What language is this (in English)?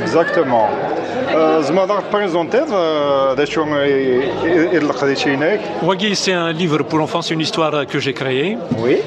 Kabyle